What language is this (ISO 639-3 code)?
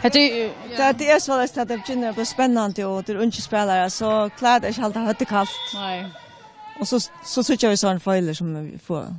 fao